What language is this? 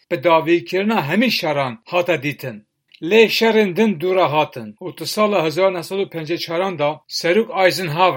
Kurdish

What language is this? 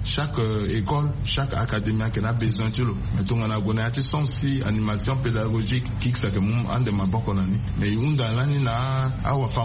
Sango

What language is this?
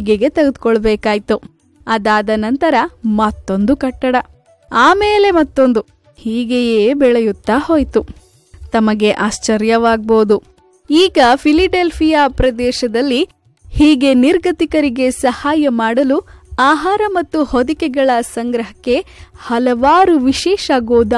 Kannada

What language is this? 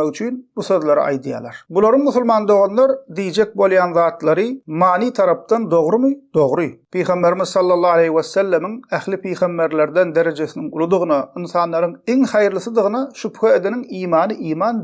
Turkmen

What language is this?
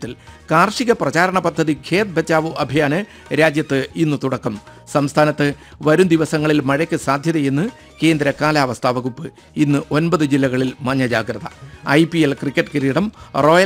Malayalam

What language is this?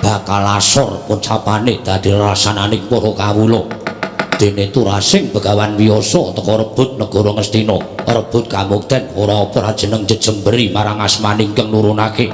Javanese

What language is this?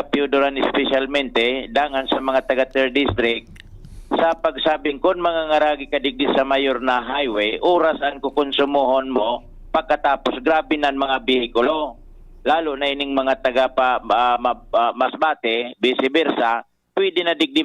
Bikol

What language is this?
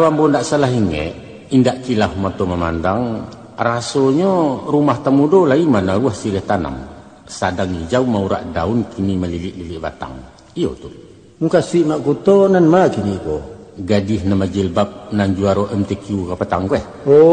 Minangkabau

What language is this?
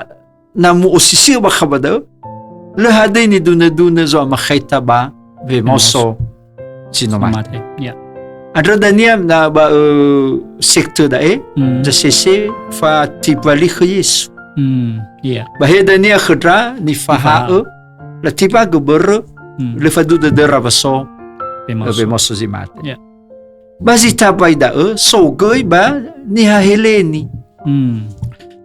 Nias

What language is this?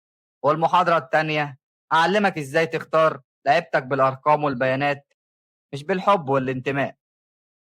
Egyptian Arabic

